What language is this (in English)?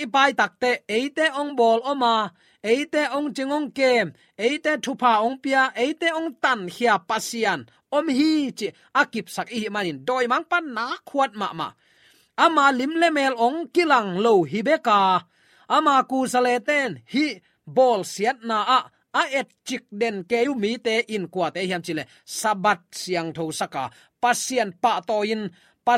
Tedim Chin